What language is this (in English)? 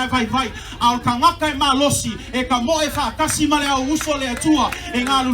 Samoan